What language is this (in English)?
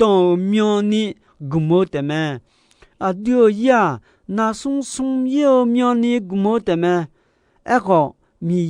Akha